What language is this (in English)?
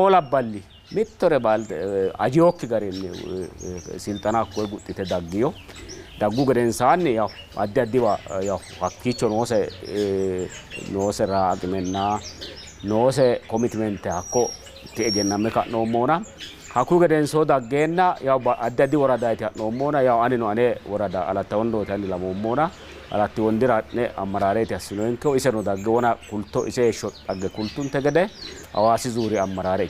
Sidamo